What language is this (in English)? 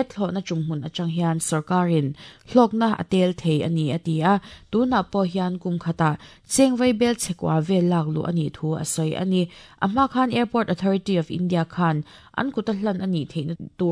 Mizo